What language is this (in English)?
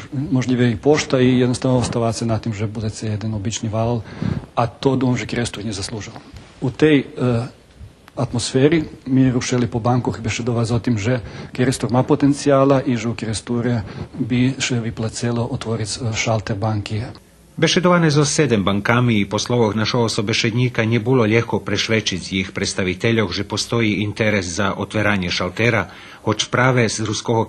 Rusyn